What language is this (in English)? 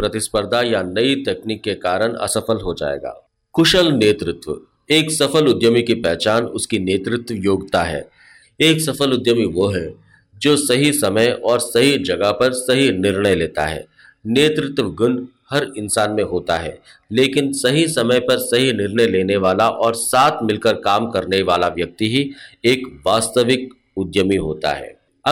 Hindi